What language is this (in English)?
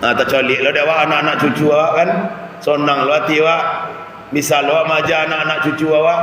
Minangkabau